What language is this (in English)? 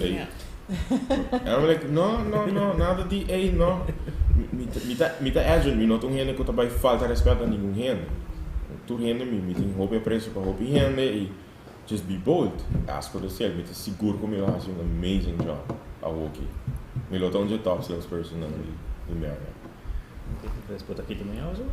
Papiamento